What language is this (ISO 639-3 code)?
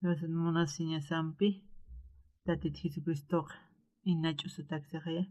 aym